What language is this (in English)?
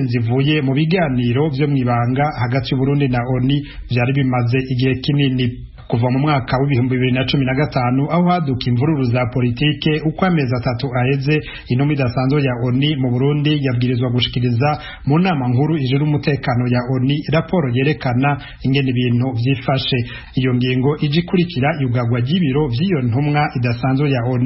Rundi